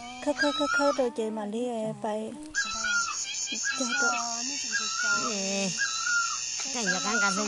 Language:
Vietnamese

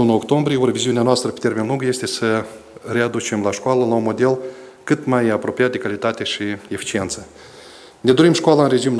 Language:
Romanian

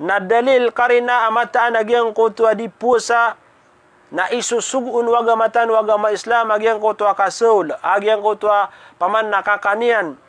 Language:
Maranao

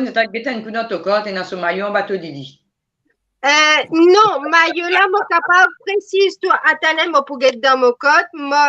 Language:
Morisyen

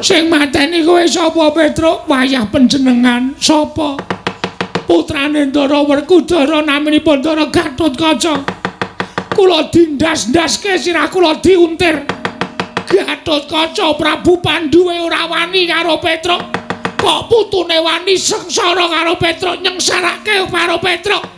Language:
Javanese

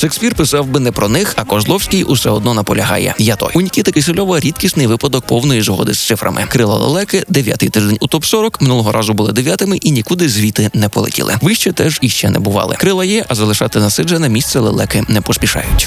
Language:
Ukrainian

